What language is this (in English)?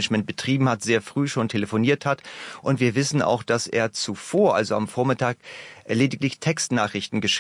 German